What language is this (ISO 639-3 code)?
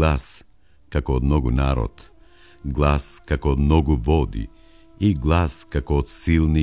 mkd